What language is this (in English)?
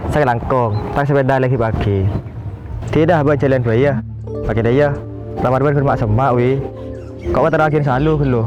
Madurese